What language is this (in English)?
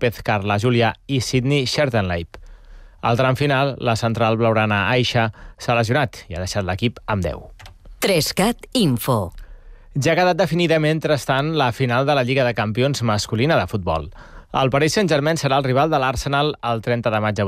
Catalan